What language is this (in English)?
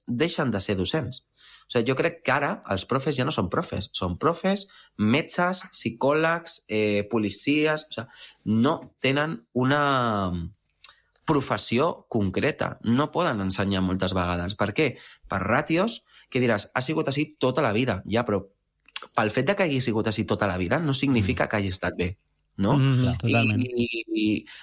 Catalan